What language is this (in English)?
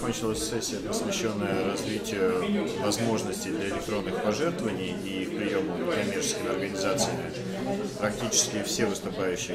Russian